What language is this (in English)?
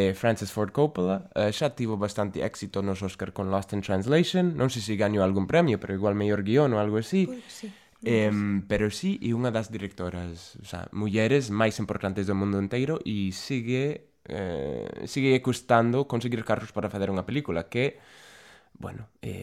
Galician